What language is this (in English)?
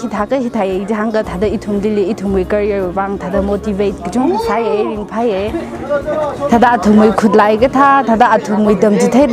Tangkhul Naga (India)